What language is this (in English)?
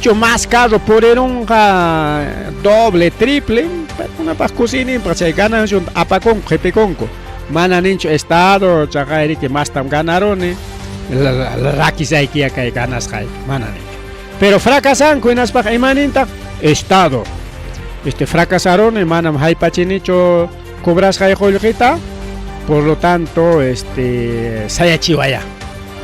Ayacucho Quechua